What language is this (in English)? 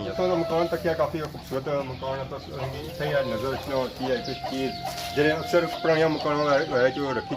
Pahari-Potwari